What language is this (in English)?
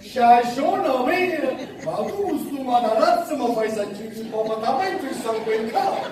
Neapolitan